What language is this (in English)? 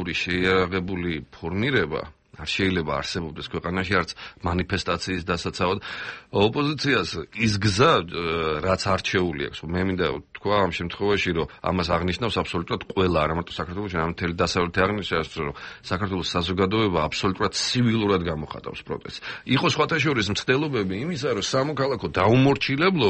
Georgian